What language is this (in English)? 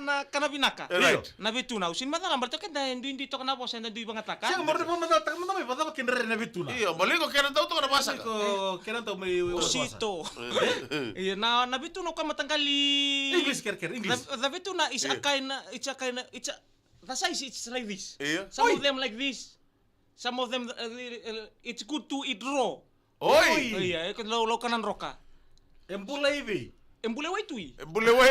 Fijian